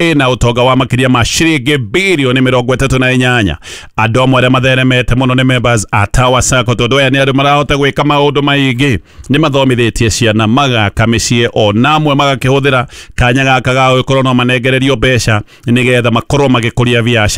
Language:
Kikuyu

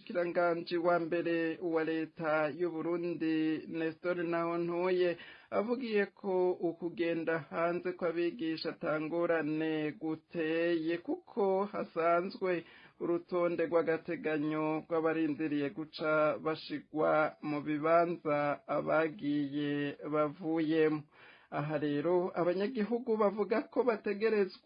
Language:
Rundi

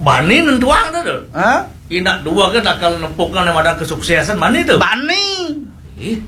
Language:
Balinese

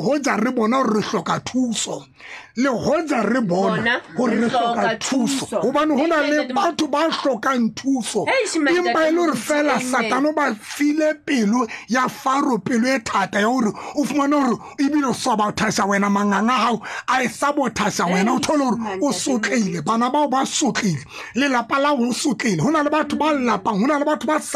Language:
Tswana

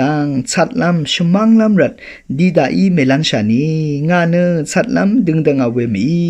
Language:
Rawang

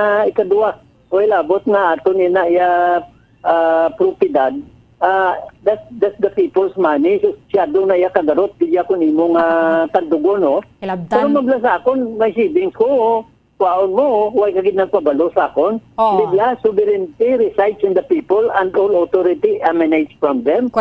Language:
Hiligaynon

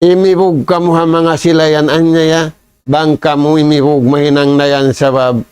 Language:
Tausug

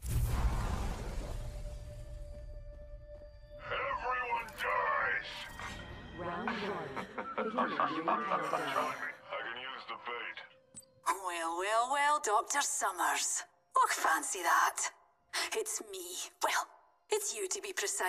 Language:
English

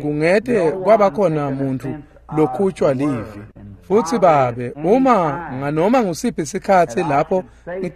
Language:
Swati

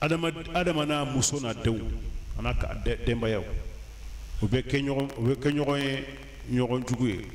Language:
Bambara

